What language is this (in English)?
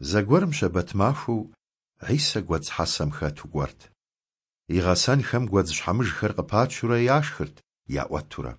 Kabardian